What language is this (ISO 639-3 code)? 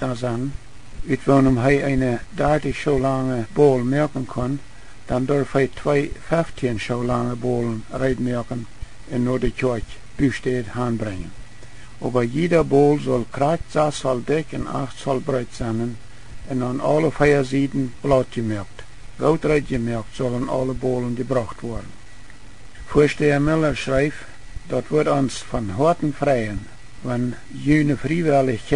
pdt